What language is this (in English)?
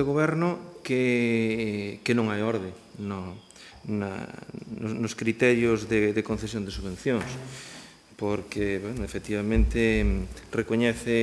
Galician